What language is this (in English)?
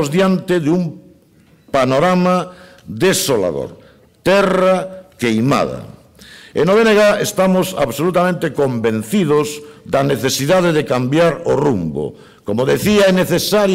Galician